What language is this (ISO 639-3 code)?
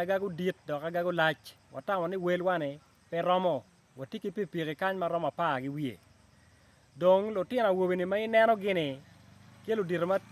ach